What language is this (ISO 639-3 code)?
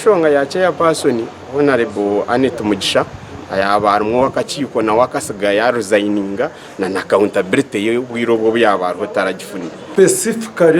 nyn